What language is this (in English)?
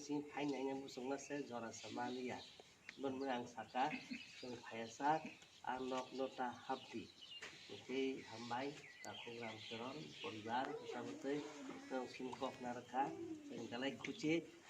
Kok Borok